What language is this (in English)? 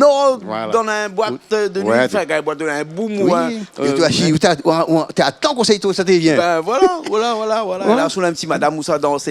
Réunion Creole French